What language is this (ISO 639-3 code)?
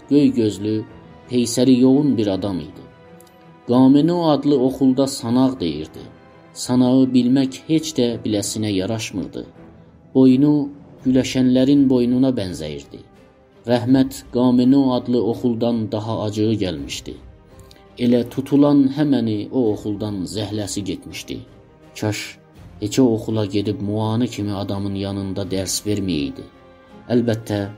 azb